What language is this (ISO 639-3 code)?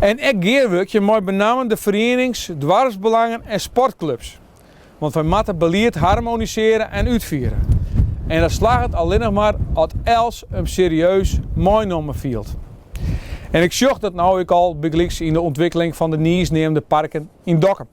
fry